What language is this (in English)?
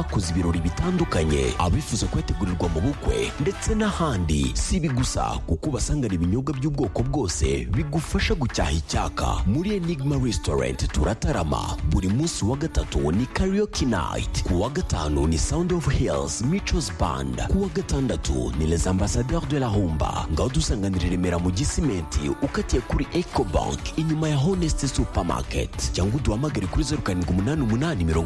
Kinyarwanda